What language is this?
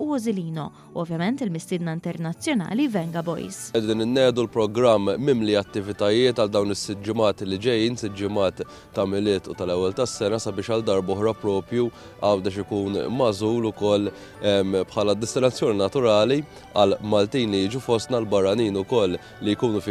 Maltese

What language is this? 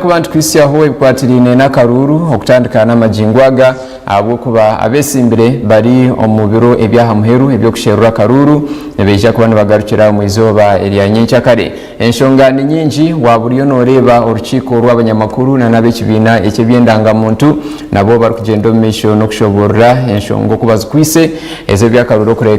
Nyankole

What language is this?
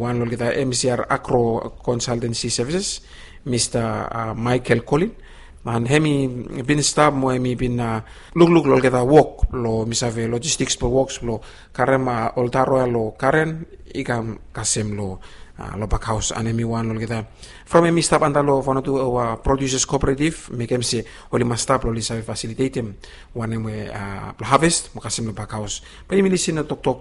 Bislama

